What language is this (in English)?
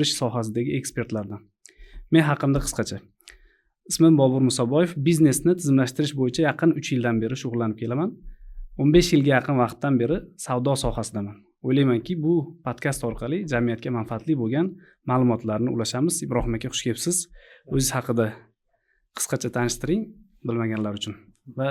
Uzbek